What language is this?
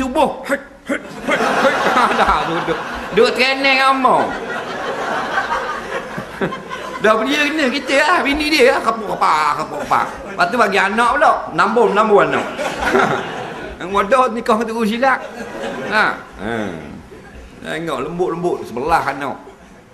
Malay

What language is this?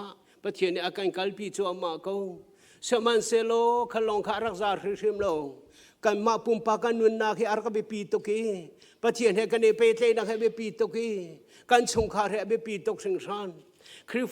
Hakha Chin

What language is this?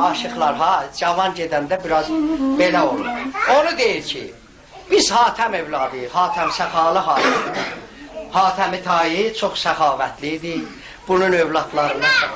South Azerbaijani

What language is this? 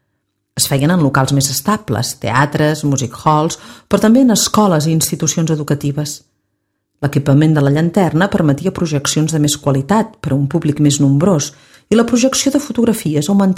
Catalan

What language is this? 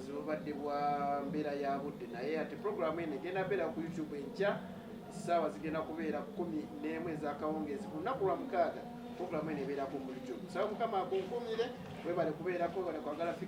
Ganda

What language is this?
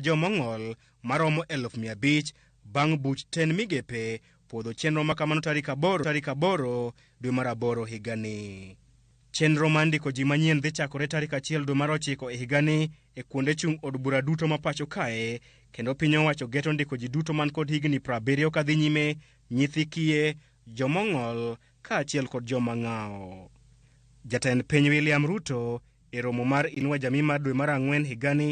Luo (Kenya and Tanzania)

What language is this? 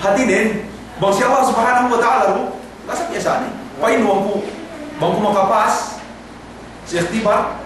Yakan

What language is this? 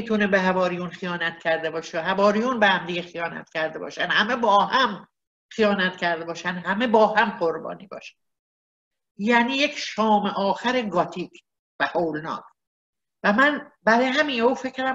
Persian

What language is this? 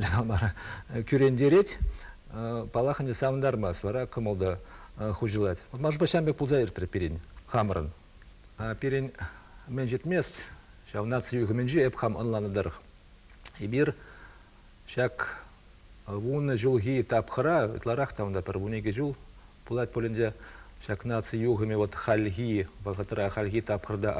Chuvash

